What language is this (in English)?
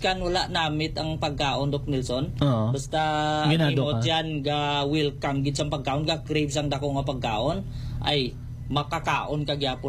Hiligaynon